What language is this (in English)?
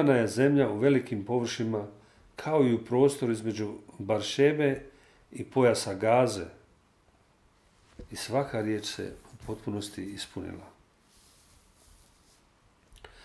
Croatian